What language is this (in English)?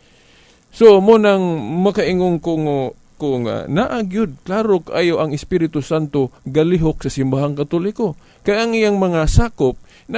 Cebuano